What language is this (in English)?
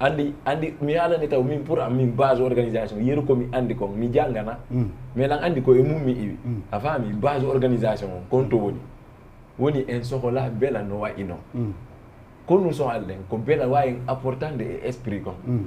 Fula